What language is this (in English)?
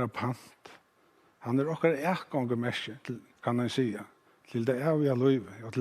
Faroese